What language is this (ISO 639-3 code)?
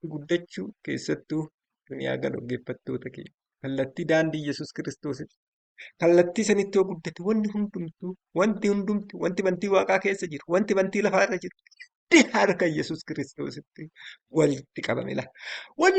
orm